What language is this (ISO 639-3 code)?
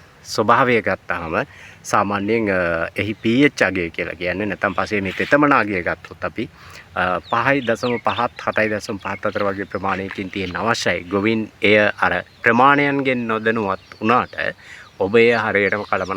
sin